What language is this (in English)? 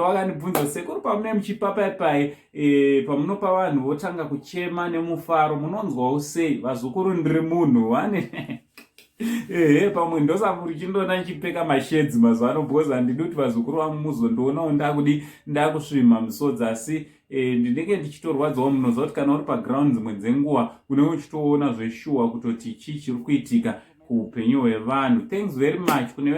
Shona